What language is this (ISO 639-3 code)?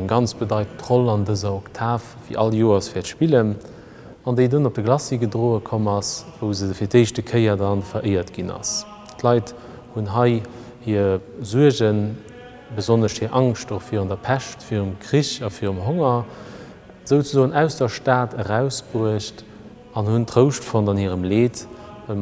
ltz